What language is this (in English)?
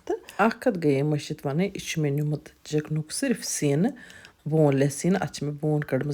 Kashmiri